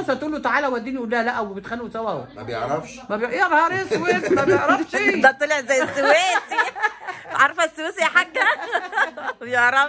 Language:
Egyptian Arabic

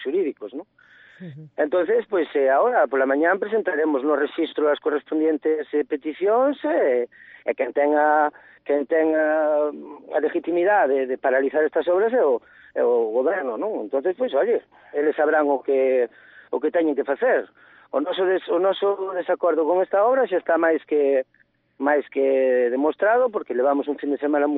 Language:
Galician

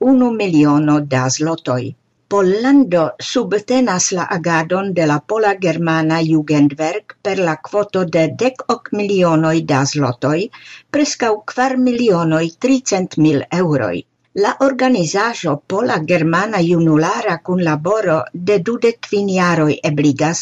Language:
Esperanto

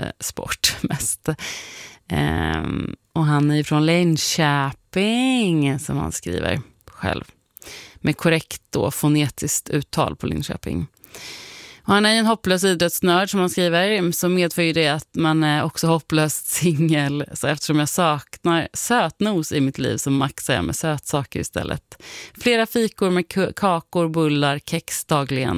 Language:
Swedish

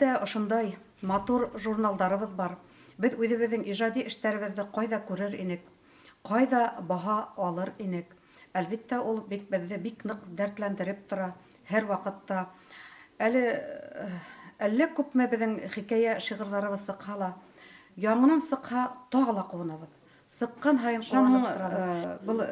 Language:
Bashkir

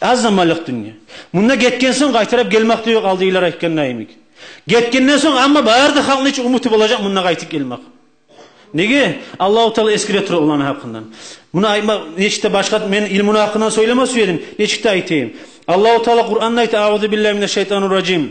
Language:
Kumyk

